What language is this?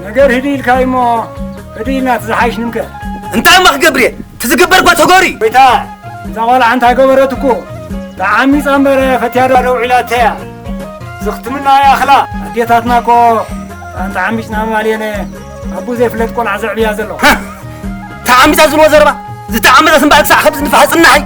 Tigrinya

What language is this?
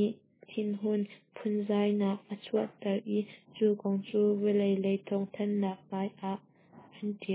Hakha Chin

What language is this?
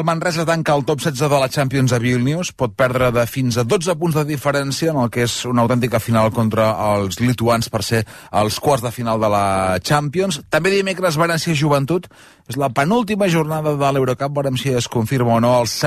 Catalan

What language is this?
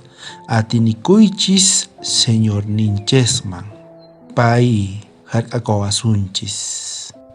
South Bolivian Quechua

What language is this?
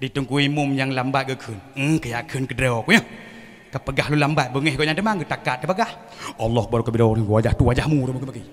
Achinese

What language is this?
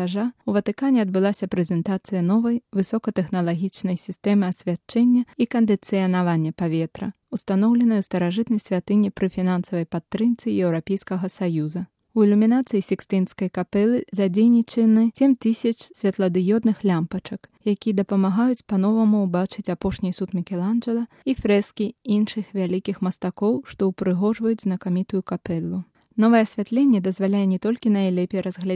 Belarusian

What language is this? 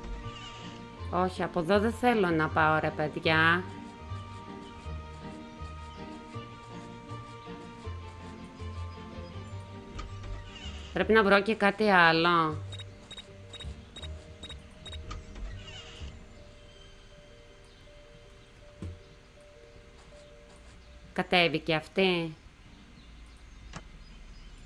Greek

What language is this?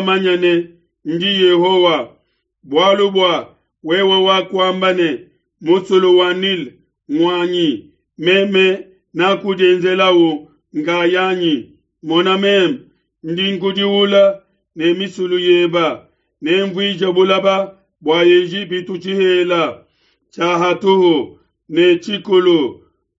Luba-Lulua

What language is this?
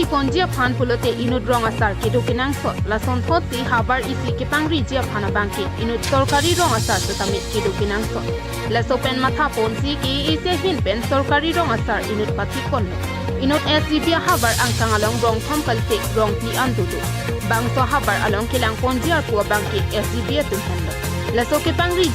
Karbi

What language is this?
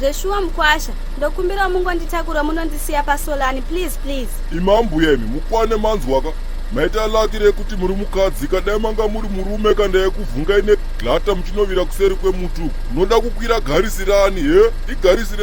Shona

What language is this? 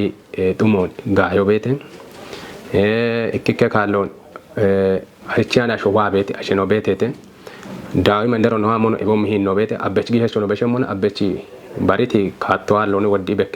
Kafa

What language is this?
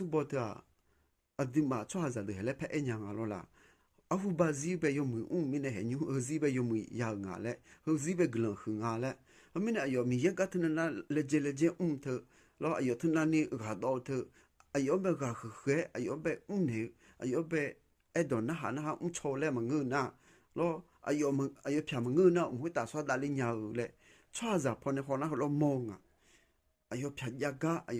Akha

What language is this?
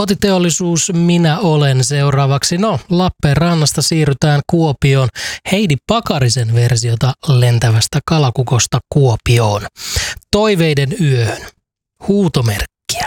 Finnish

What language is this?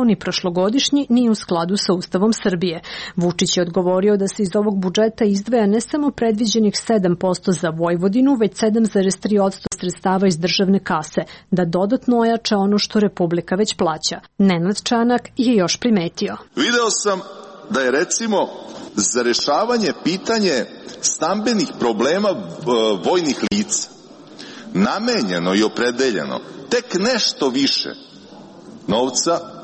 Serbian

